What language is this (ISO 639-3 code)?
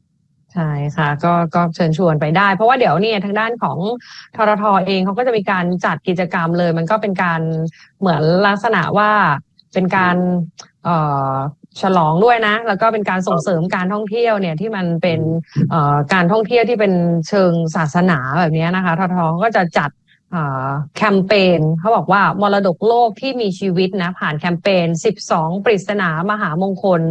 tha